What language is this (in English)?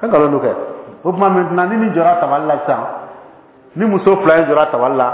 Bambara